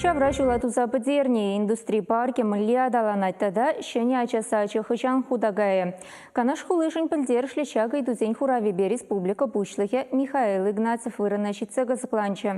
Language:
Chuvash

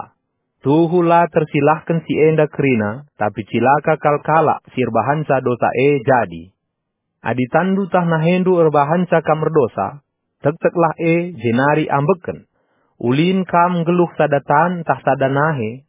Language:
Batak Karo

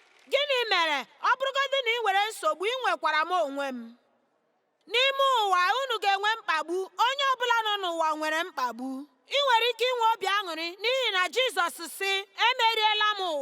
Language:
Igbo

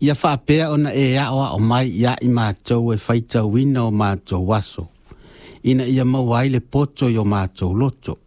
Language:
Samoan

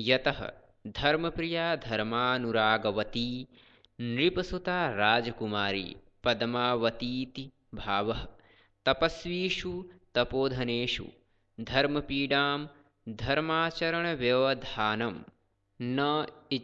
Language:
Sanskrit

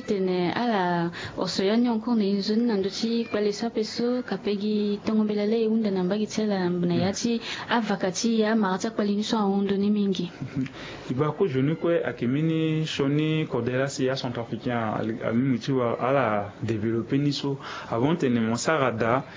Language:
Sango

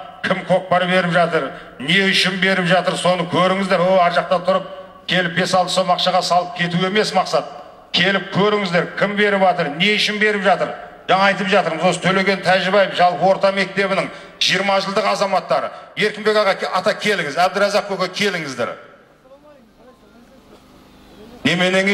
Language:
Kazakh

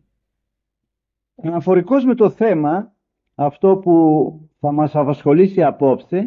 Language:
Greek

